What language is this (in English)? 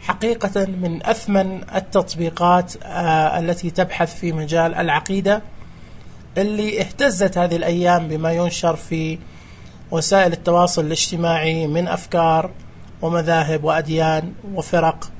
Najdi Arabic